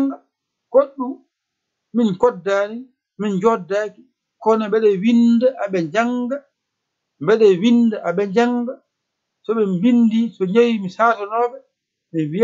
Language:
Fula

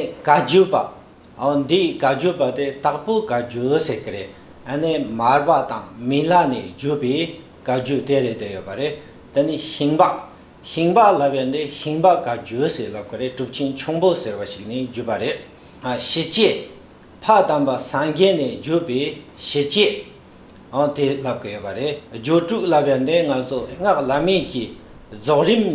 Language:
Tibetan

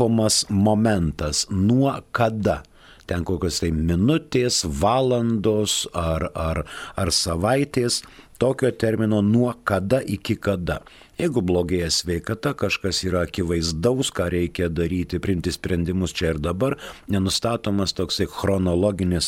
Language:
Lithuanian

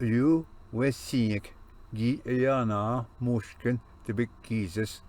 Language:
Ojibwa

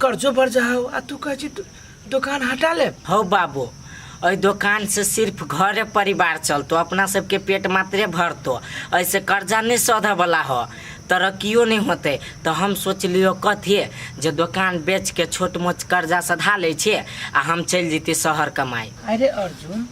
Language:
Maithili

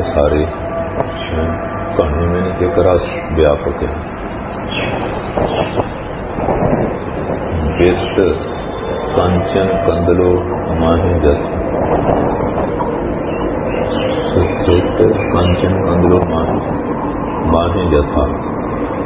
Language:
Punjabi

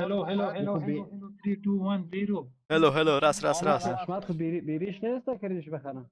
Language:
Persian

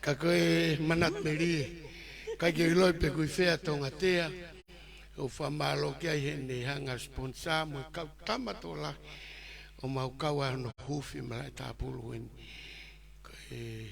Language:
Tongan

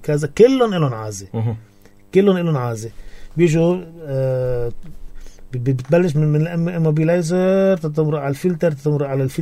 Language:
North Levantine Arabic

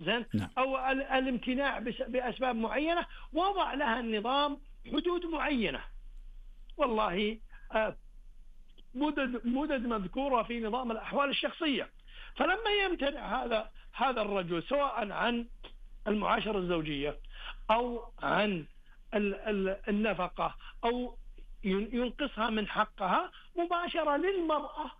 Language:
Najdi Arabic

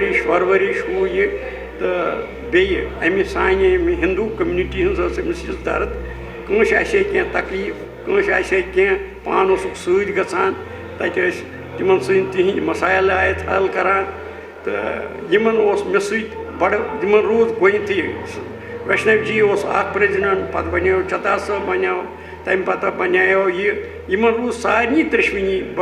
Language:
Kashmiri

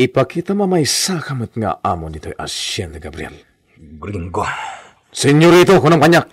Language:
Iloko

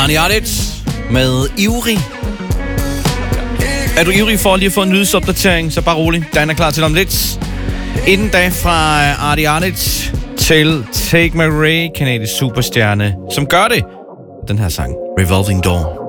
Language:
Danish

